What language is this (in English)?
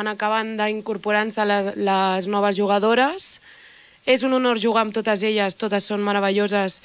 Catalan